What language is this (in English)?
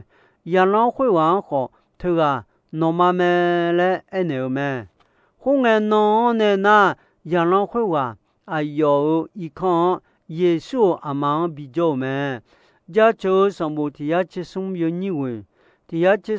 Akha